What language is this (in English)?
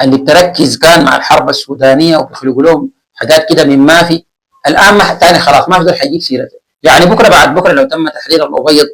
Sudanese Arabic